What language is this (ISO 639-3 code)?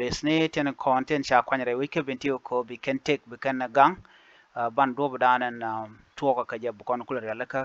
nus